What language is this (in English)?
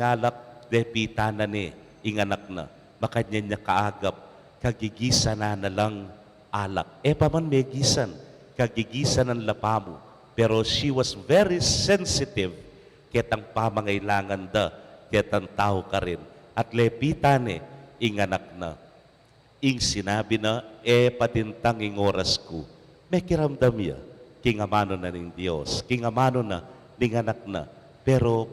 Pampanga